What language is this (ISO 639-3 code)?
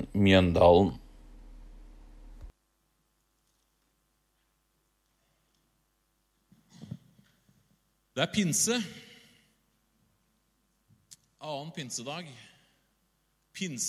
nor